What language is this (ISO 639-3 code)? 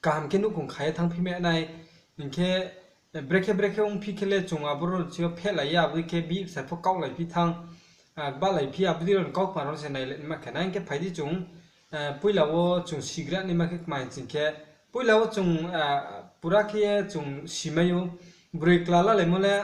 ria